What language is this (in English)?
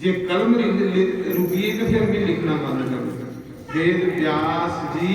Dogri